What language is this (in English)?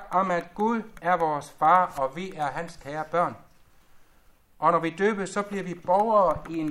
Danish